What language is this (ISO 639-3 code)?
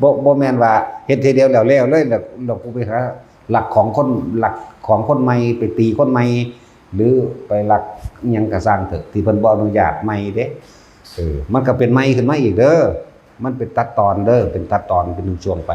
tts